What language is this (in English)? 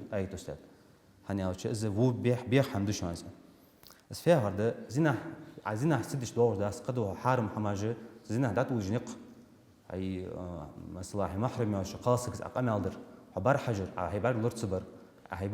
Ingush